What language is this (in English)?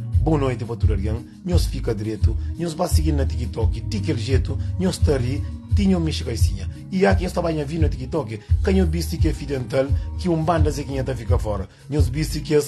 Kabuverdianu